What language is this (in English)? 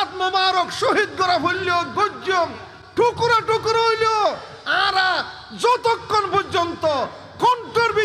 Rohingya